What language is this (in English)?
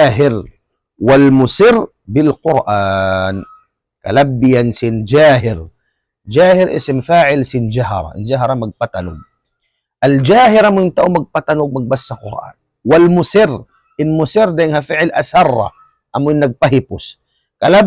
Tausug